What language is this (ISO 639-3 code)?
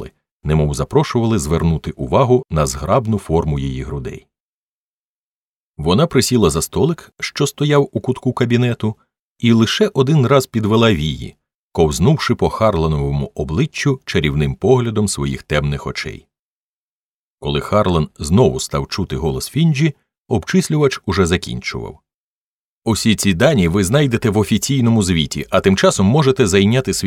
ukr